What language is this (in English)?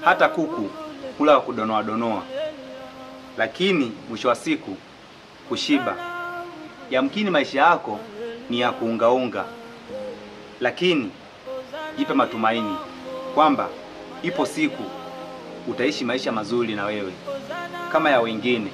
Swahili